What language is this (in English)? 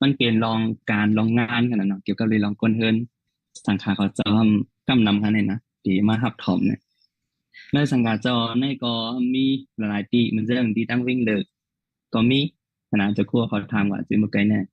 Shan